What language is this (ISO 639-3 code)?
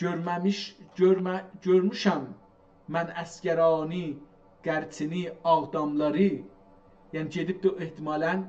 azb